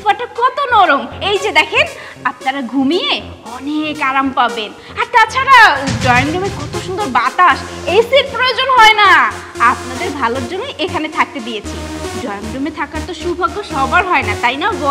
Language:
Bangla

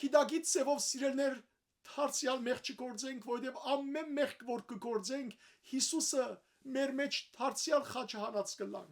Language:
Western Armenian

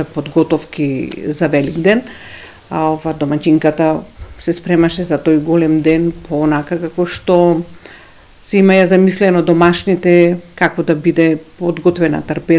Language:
Macedonian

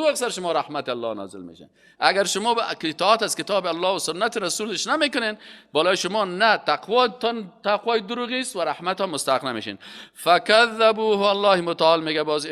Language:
Persian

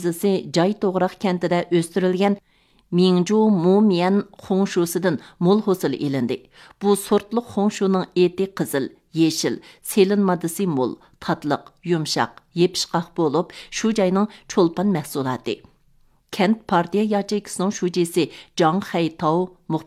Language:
Uyghur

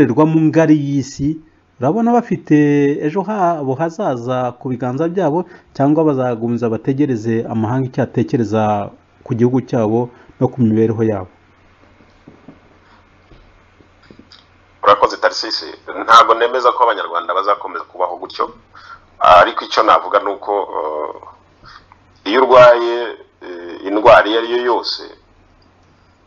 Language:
Kinyarwanda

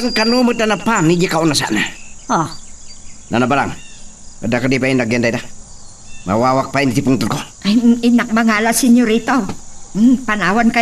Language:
Iloko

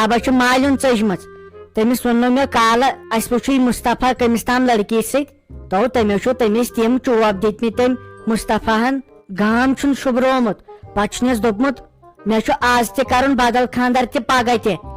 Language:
Kashmiri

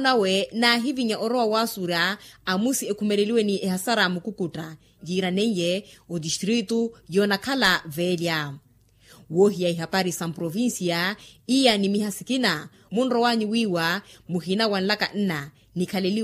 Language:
Makhuwa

